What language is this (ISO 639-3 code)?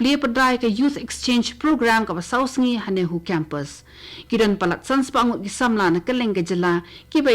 kha